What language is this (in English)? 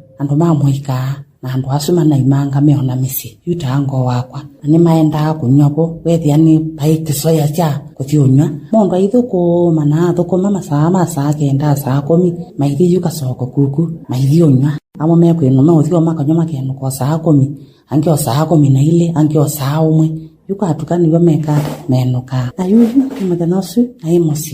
Kamba